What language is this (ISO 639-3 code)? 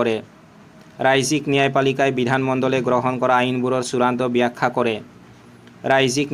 asm